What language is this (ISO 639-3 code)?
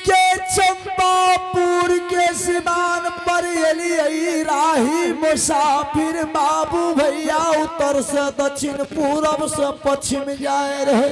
anp